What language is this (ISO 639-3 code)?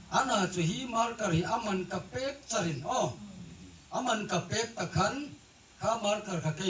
hmr